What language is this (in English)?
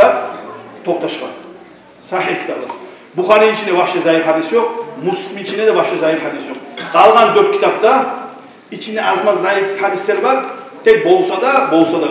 Kumyk